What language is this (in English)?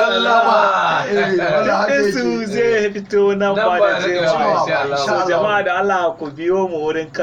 Hausa